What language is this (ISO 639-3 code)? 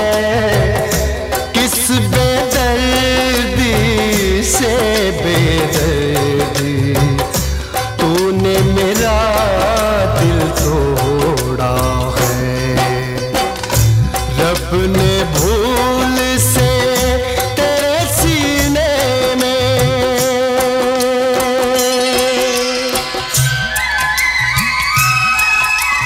hin